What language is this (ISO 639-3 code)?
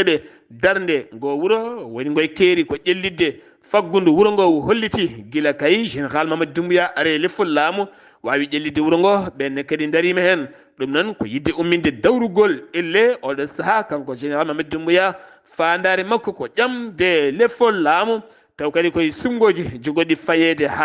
ful